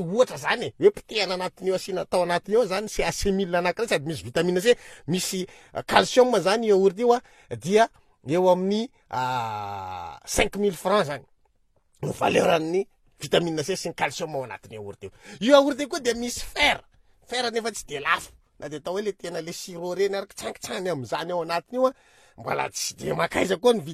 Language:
Malagasy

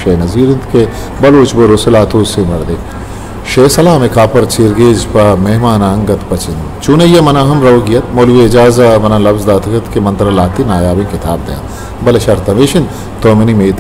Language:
Eastern Balochi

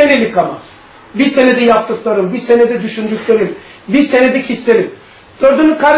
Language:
Turkish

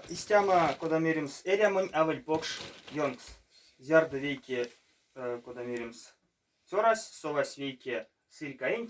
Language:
Erzya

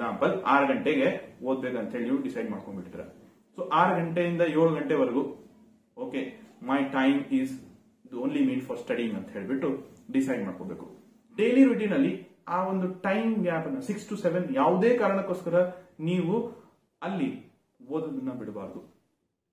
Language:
Kannada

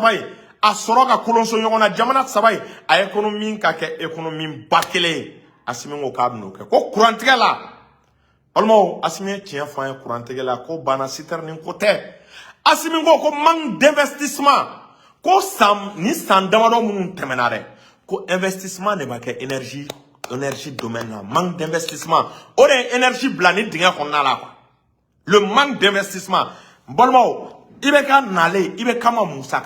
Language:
Bambara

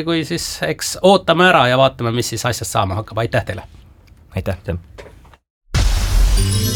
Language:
Estonian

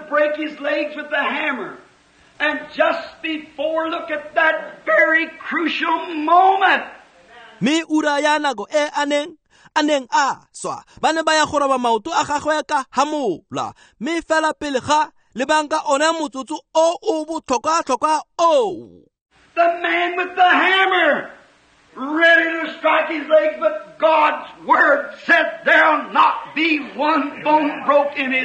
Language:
Tswana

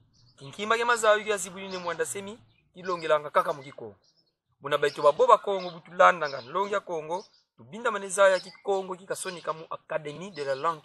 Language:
Kongo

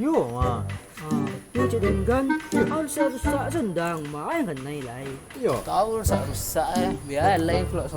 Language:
Minangkabau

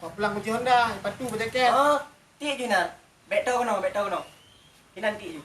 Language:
Achinese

